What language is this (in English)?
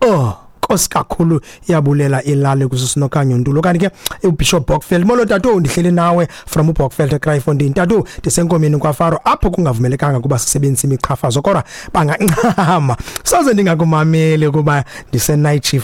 Xhosa